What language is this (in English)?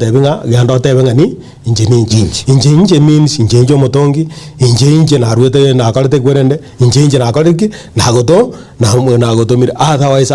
Gusii